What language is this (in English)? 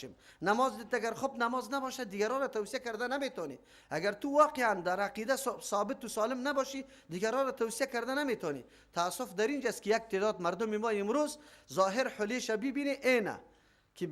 Persian